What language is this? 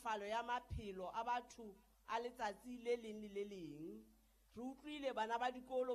Southern Sotho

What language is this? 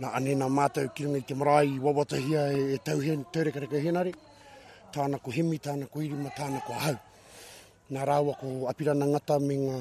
Māori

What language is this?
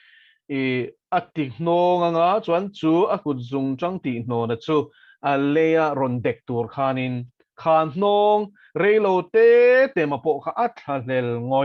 Mizo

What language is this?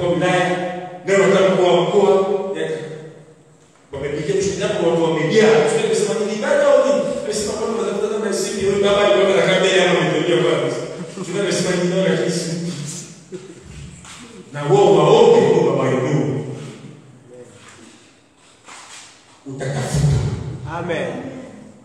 Swahili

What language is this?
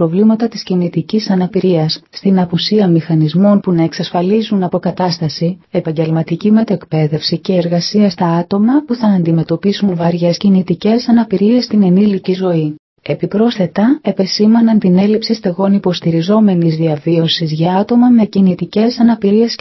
Greek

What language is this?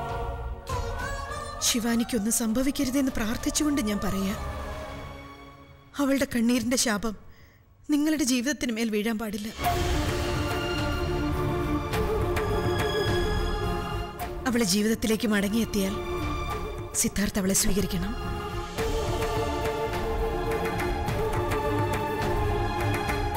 Malayalam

